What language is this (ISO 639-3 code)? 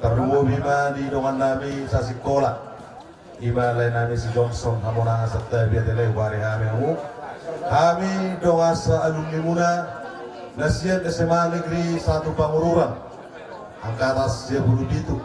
bbc